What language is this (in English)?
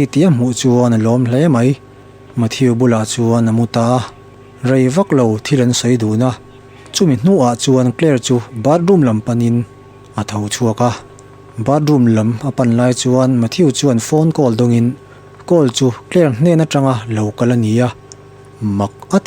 Mizo